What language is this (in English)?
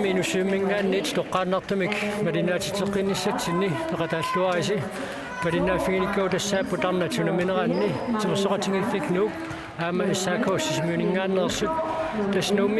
Kalaallisut